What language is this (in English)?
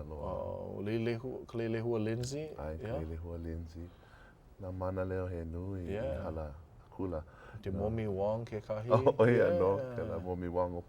Hawaiian